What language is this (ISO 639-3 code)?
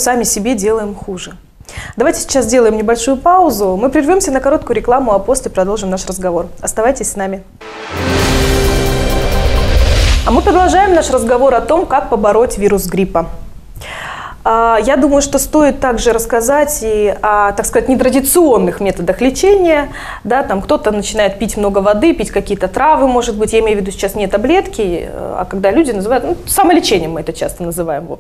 rus